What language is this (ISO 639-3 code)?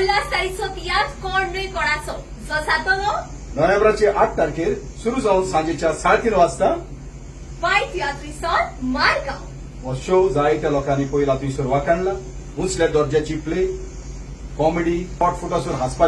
kok